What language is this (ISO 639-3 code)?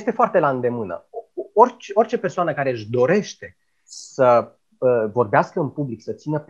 ron